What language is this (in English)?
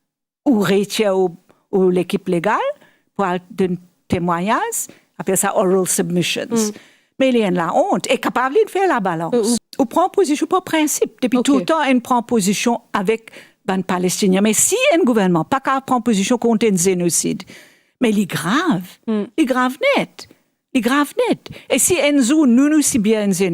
Morisyen